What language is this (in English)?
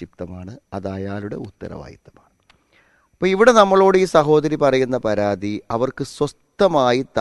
Malayalam